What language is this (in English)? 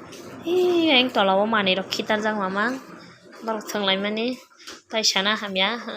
Kok Borok